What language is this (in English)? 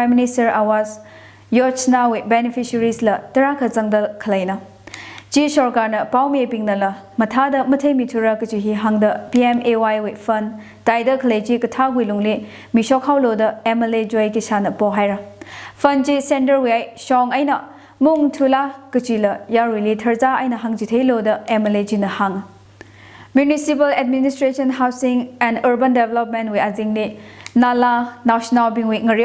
Tangkhul Naga (India)